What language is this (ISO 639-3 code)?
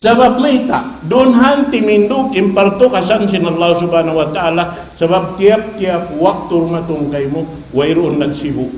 tsg